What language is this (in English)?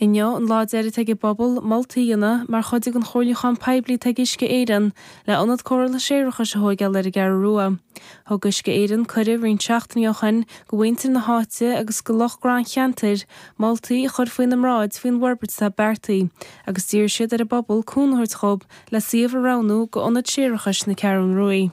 Irish